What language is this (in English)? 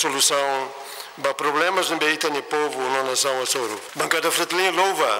Tetum